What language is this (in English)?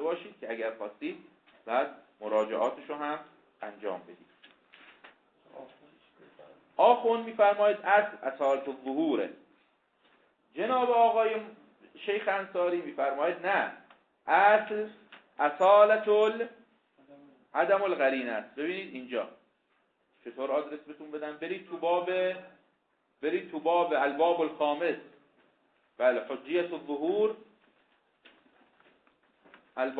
Persian